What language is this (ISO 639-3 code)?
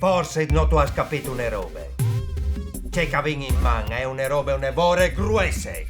fur